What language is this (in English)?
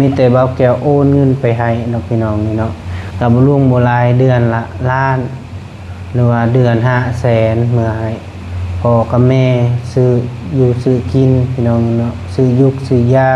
Lao